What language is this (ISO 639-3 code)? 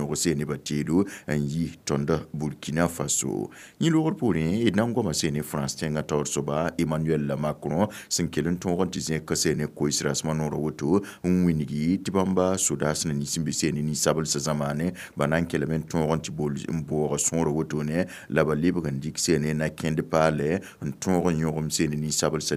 mos